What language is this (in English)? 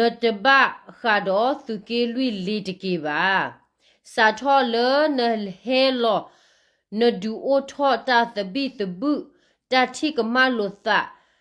S'gaw Karen